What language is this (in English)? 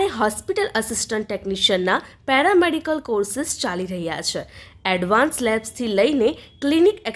Gujarati